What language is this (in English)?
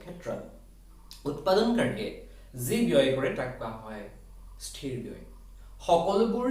Assamese